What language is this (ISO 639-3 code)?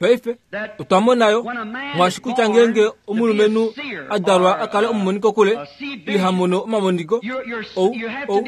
kua